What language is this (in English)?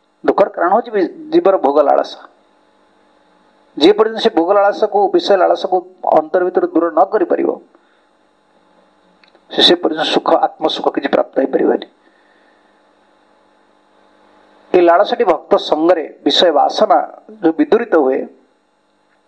Odia